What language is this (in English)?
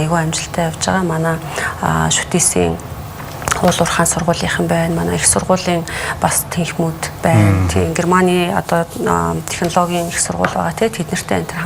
Mongolian